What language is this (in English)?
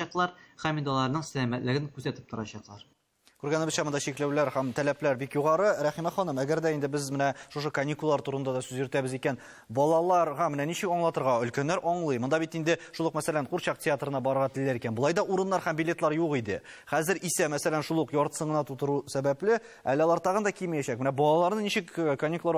Tatar